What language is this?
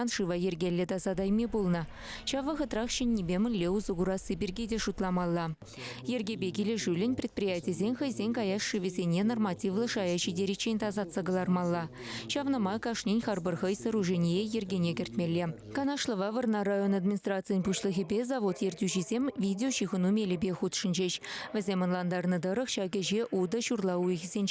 Chuvash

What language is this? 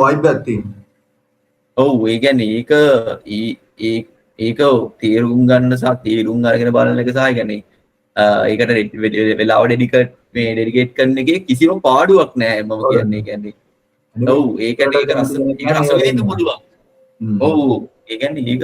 Sinhala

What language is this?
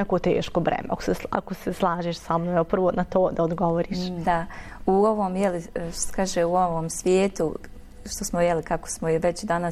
Bosnian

